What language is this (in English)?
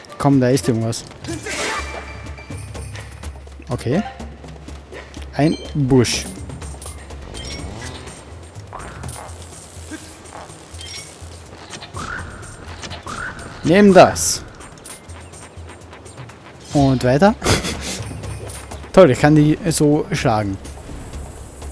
German